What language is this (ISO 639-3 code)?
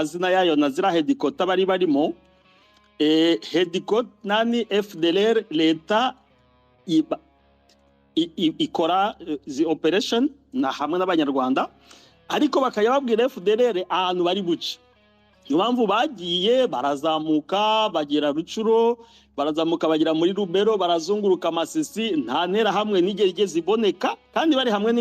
kin